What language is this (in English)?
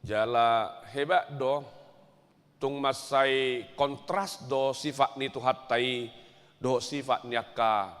Batak Toba